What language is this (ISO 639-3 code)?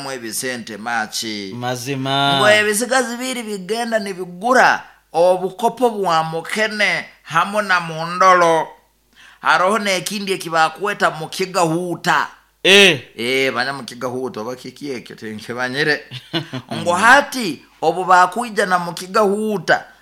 nyo